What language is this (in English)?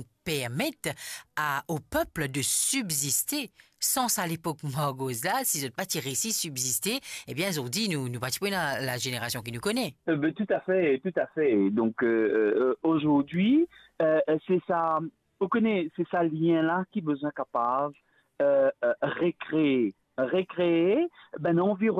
Morisyen